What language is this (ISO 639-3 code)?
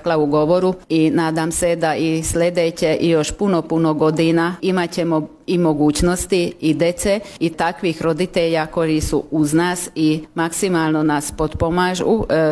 srp